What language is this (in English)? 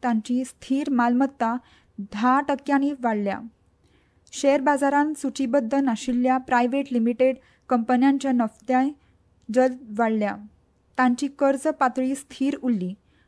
Konkani